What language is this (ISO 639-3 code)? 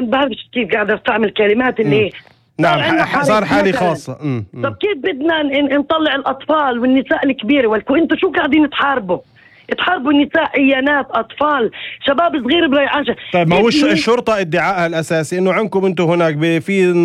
apc